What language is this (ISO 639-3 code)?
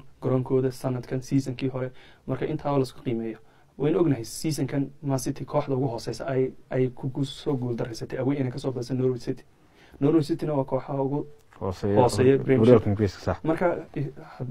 som